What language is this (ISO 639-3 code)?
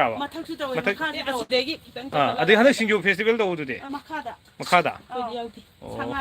mni